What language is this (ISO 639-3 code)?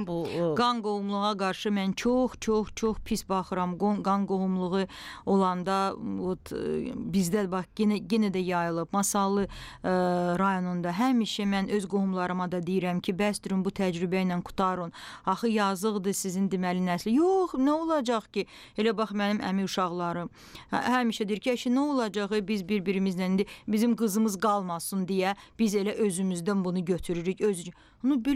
aze